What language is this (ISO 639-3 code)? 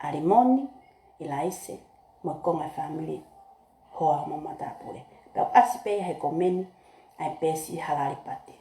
ton